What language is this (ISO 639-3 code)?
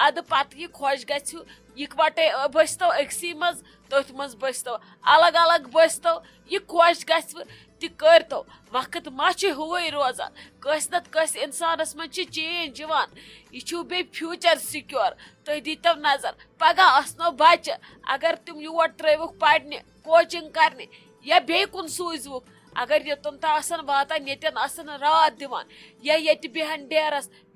kas